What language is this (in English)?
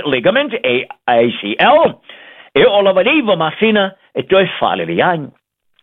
Samoan